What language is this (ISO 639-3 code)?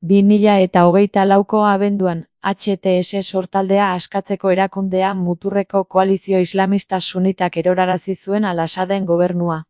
eus